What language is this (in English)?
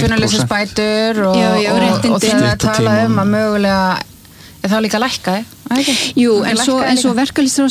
Icelandic